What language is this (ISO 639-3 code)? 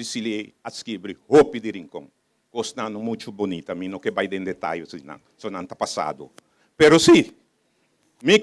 pap